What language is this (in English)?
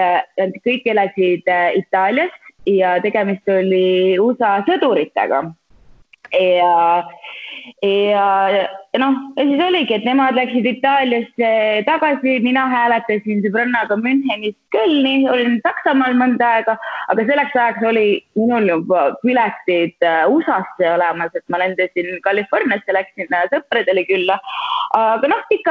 Estonian